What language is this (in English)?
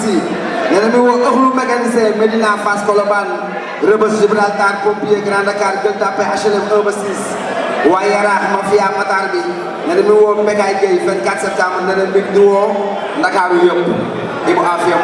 Wolof